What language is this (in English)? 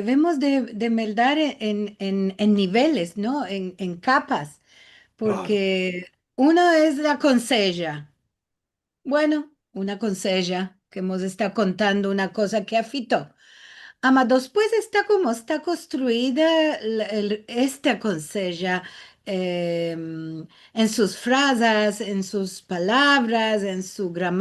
Ladino